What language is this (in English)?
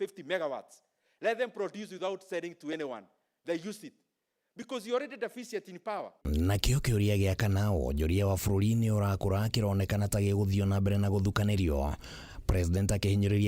Kikuyu